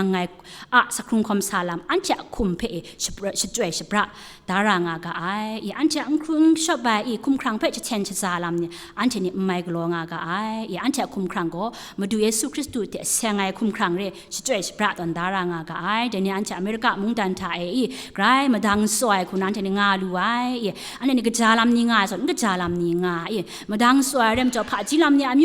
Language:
Kachin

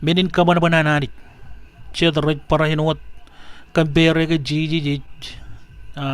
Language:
Marshallese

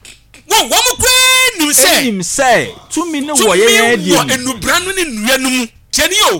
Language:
Akan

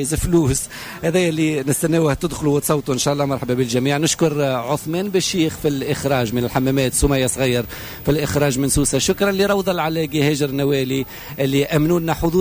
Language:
Tunisian Arabic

